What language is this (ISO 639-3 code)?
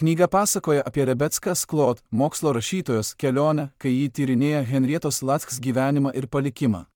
lit